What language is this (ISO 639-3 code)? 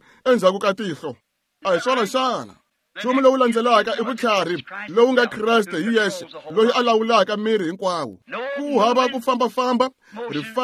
tso